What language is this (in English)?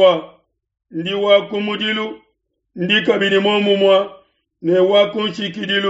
Luba-Lulua